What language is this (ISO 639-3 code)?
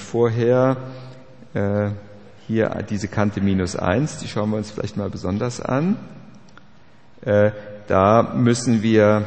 deu